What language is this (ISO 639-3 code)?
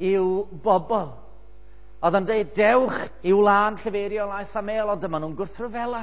cym